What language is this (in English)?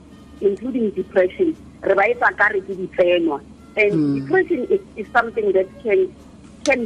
Tswana